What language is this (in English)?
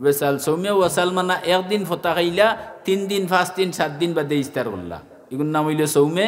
Sylheti